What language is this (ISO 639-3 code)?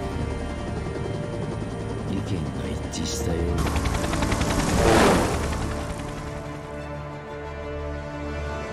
jpn